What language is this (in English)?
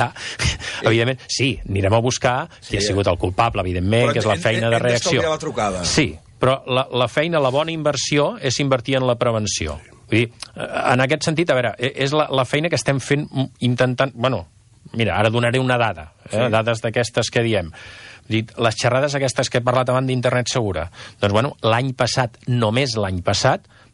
Catalan